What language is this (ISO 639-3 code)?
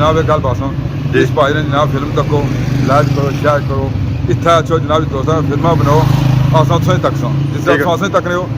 phr